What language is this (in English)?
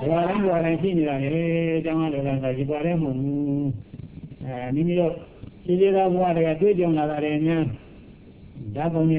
Burmese